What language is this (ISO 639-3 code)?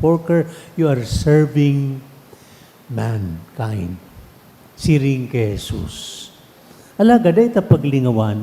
bik